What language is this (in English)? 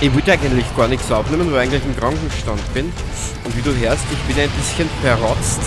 Bavarian